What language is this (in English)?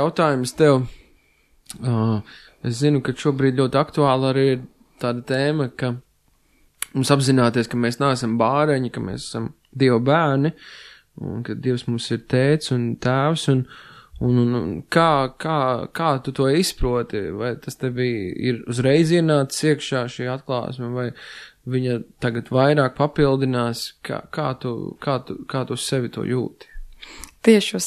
Latvian